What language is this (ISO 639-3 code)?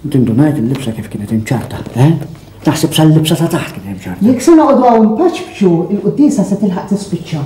mlt